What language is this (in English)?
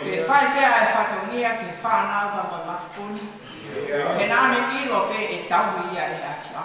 Tongan